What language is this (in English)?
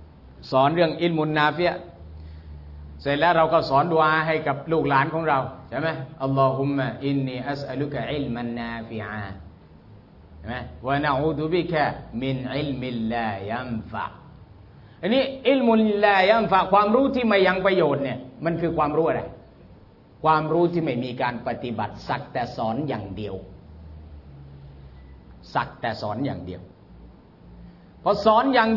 Thai